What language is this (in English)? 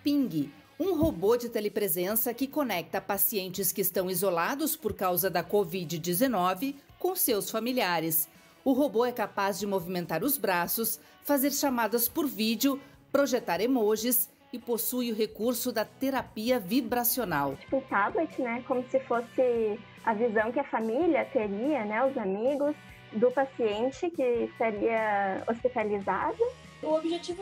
Portuguese